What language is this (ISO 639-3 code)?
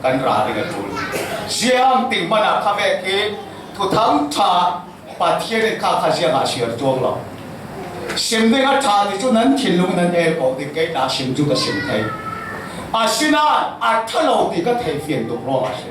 cfm